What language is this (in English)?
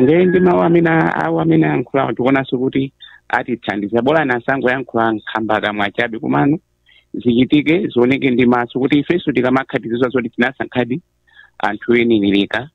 Nyanja